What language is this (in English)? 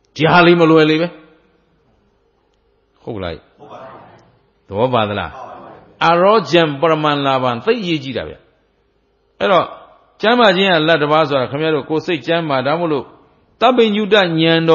Burmese